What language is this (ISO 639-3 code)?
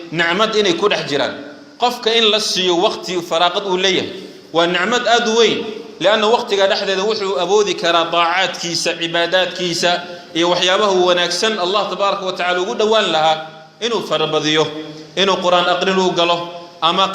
som